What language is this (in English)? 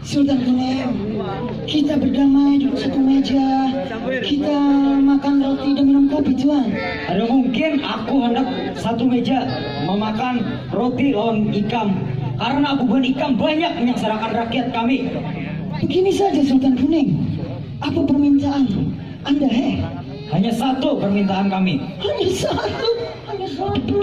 Banjar